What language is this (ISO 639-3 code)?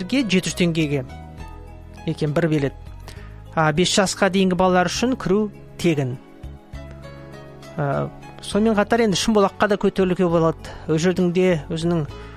kaz